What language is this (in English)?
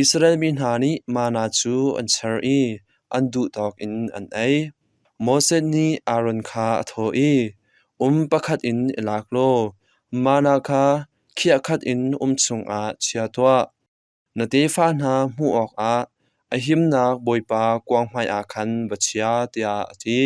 Hakha Chin